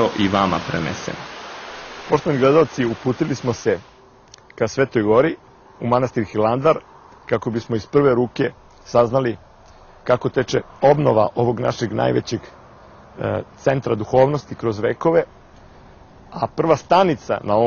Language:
Serbian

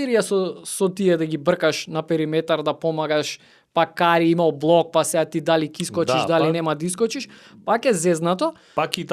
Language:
Macedonian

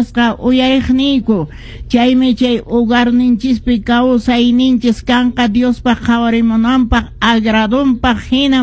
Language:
Quechua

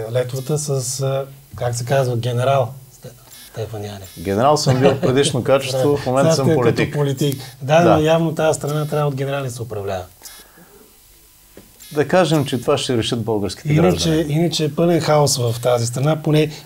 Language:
Bulgarian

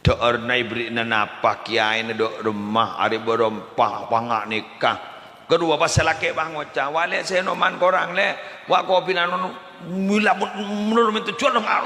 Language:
Madurese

